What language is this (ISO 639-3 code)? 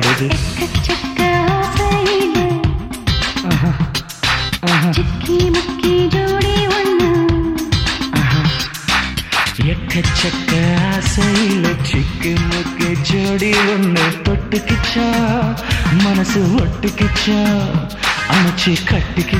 tam